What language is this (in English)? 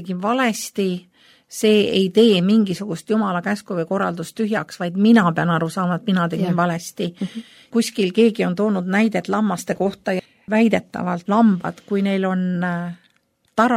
Estonian